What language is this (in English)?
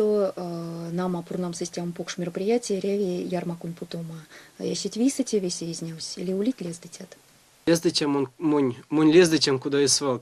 Erzya